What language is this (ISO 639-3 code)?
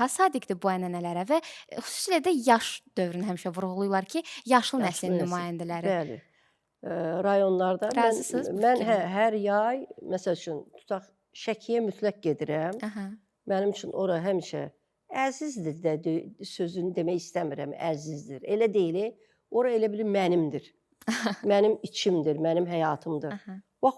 aze